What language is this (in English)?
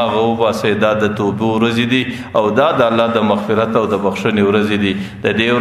Pashto